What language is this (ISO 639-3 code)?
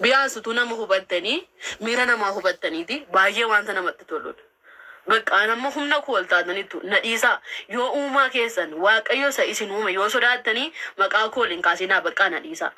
orm